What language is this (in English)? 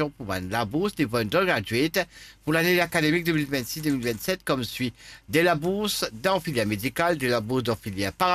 Morisyen